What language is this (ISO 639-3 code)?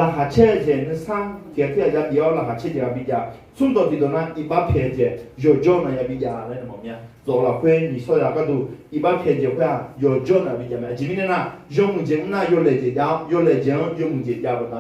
ahk